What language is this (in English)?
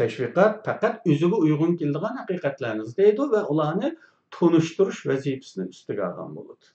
Uyghur